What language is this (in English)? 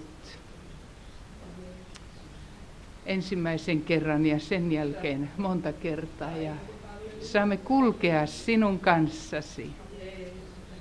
Finnish